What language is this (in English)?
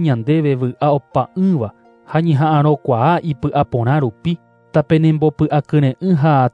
Guarani